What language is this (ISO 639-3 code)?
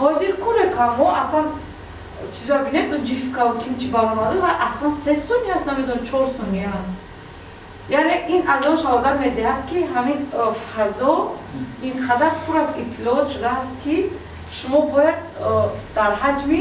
tgk